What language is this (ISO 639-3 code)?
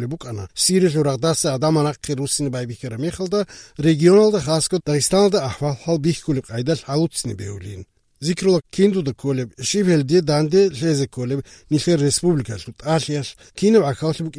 ava